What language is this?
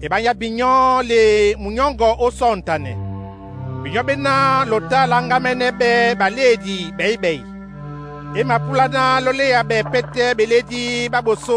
Duala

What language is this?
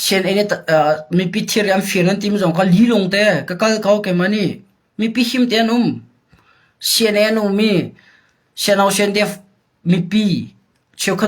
Hakha Chin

